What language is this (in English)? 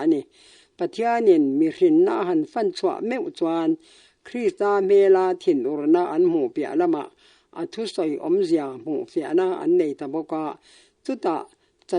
Mizo